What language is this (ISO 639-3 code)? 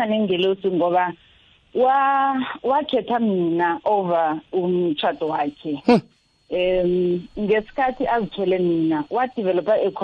nbl